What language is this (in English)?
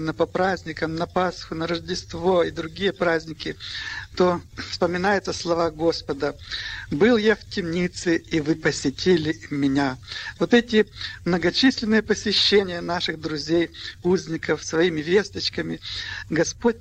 Russian